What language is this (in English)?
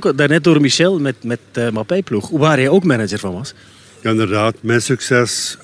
Dutch